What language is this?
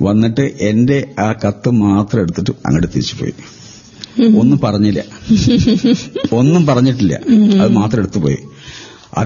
Malayalam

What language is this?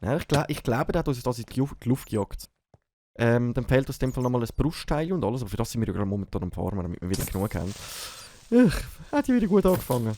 Swiss German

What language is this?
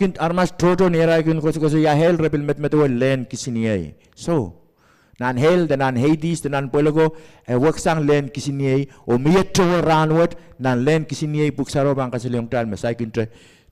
Pohnpeian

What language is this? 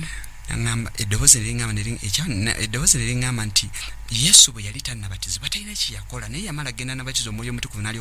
Ganda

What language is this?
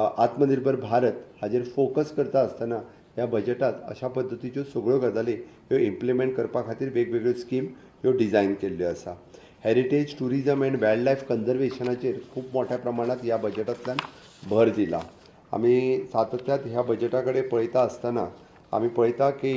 Konkani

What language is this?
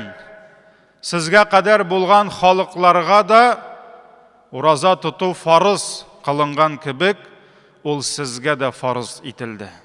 Tatar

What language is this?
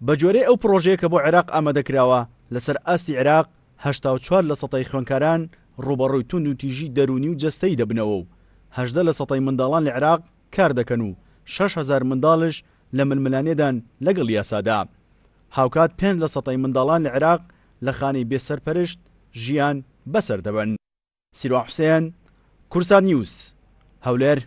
Central Kurdish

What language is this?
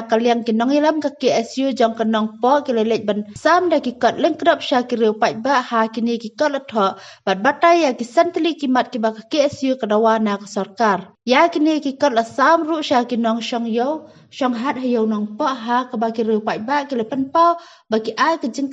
Khasi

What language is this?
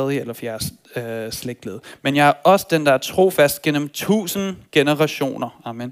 Danish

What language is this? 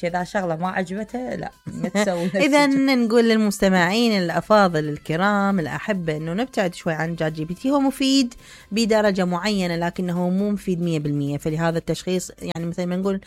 Mesopotamian Arabic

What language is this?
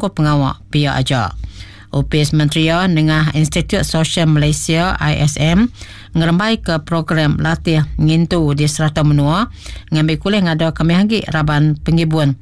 Iban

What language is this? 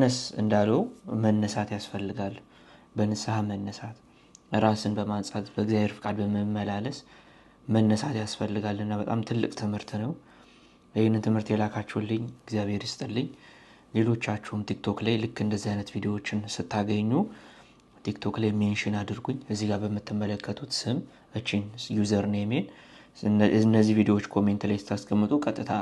Amharic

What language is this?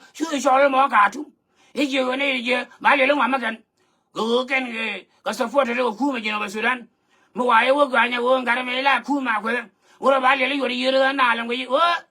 Nuer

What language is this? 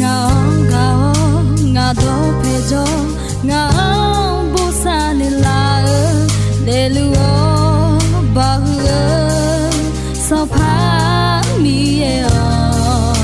Akha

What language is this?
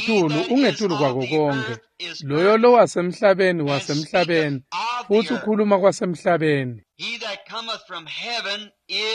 Swati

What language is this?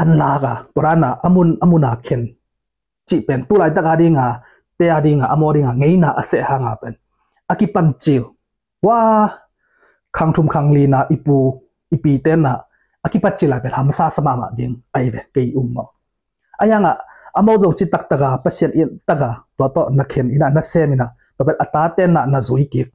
Tedim Chin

